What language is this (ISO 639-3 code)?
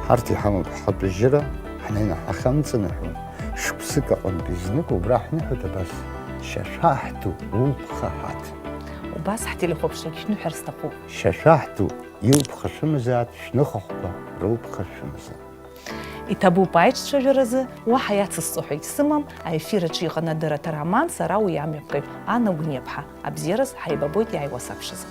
abk